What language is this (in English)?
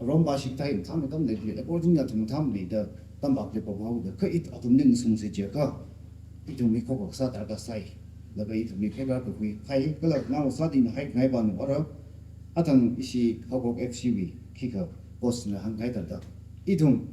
Tangkhul Naga (India)